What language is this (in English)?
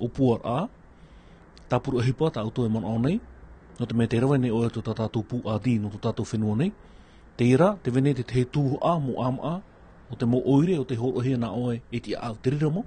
Tahitian